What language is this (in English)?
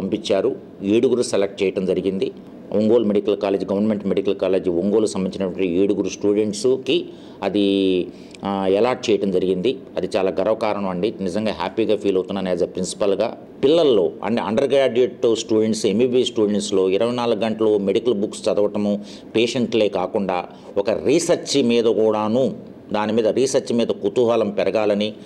Telugu